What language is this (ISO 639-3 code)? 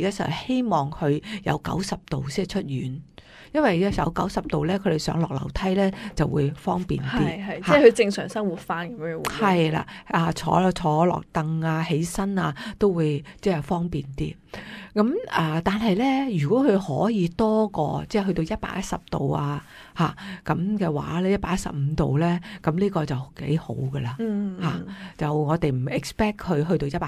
yue